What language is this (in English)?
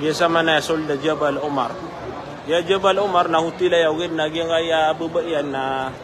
Maranao